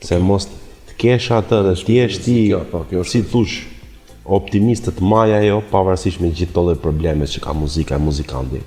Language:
Albanian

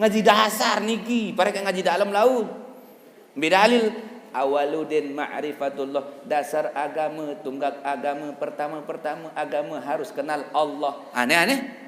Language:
Sasak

